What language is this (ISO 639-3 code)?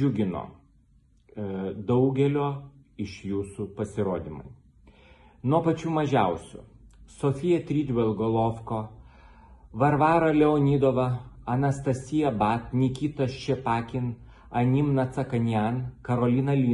lit